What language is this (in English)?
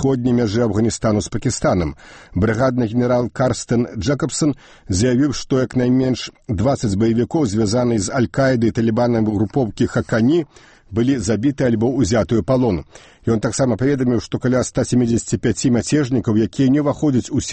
Belarusian